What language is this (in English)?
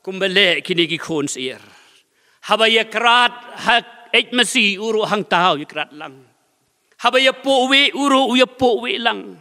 Khasi